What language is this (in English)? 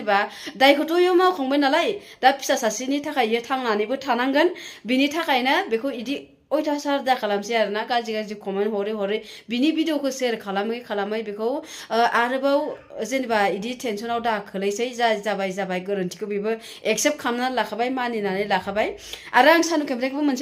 Bodo